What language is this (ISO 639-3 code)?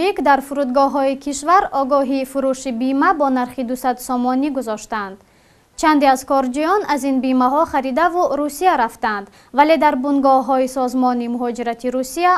tgk